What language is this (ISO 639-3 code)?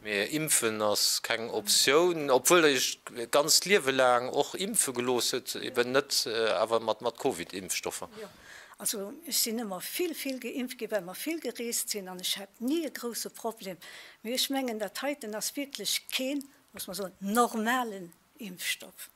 ltz